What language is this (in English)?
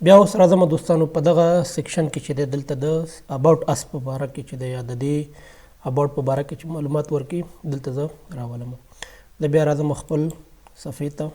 Pashto